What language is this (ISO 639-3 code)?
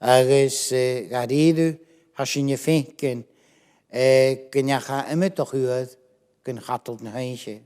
gla